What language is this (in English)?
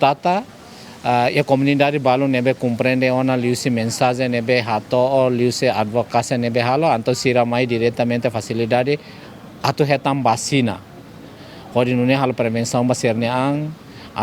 Tetum